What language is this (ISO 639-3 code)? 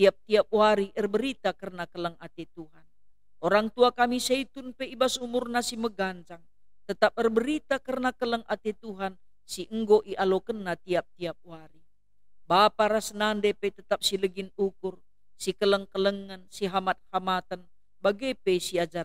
btx